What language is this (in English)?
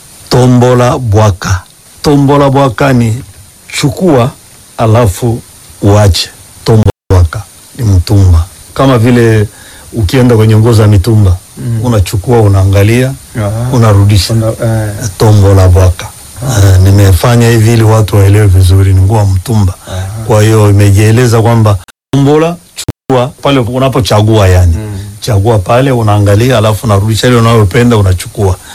Swahili